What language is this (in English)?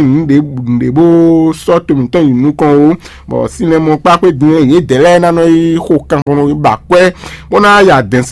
Fon